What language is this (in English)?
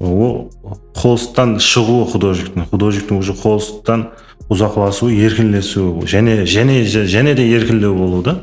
Kara-Kalpak